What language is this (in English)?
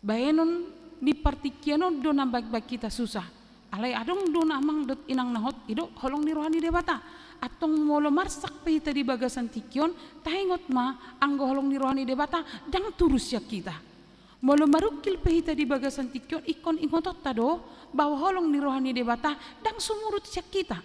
Batak Toba